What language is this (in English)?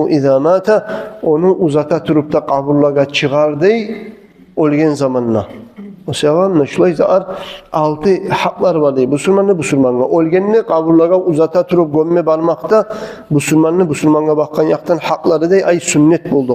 Kumyk